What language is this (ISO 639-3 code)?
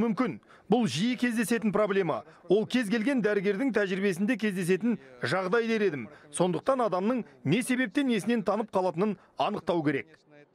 kaz